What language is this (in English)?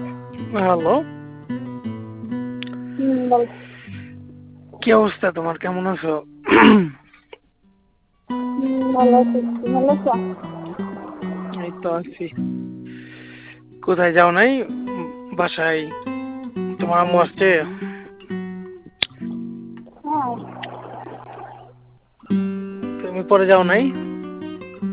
Bangla